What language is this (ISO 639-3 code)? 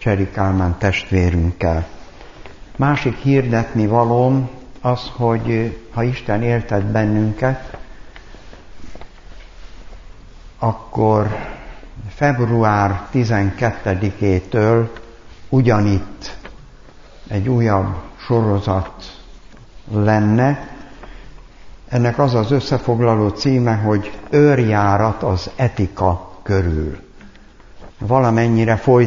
hun